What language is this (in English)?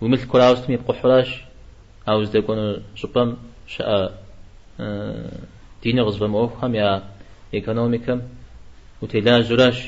Kabardian